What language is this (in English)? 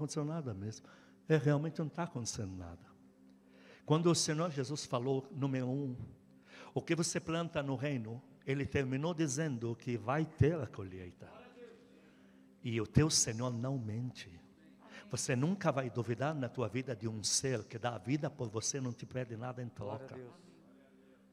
Portuguese